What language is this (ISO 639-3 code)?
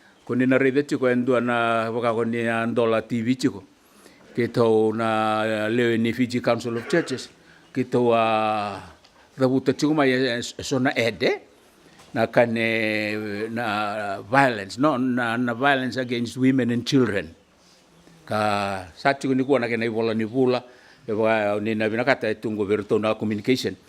fij